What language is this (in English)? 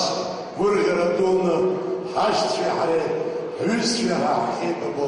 Abkhazian